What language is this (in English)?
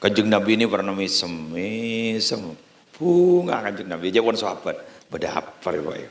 Madurese